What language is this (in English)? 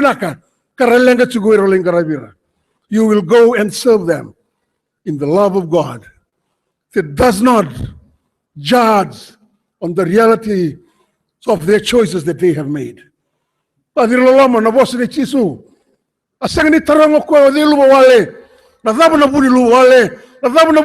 Fijian